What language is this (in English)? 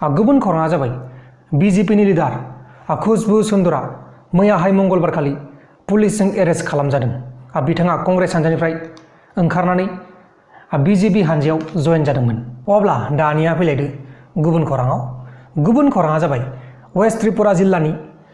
Bodo